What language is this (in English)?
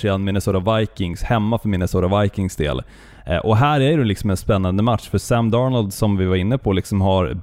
Swedish